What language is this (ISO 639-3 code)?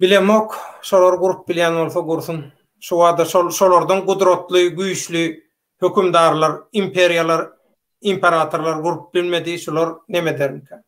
tuk